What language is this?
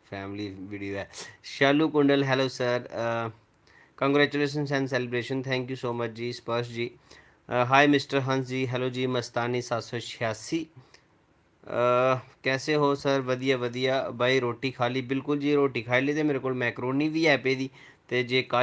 Dogri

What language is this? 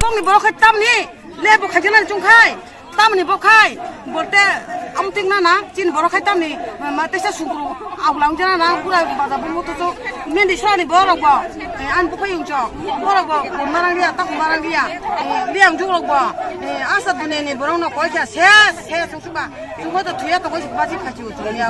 Kok Borok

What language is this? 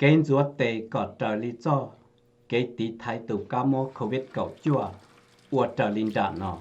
Hmong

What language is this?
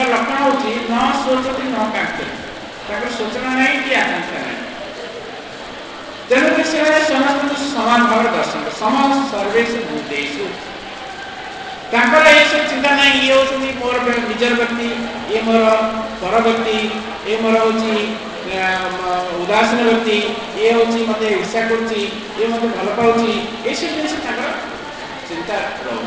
Odia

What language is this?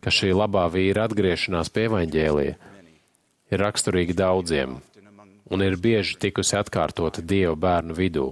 Latvian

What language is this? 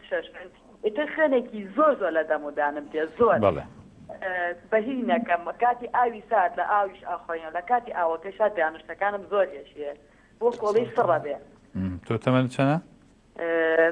Central Kurdish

